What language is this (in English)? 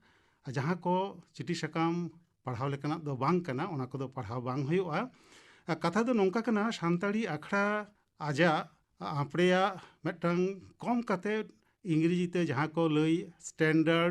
Santali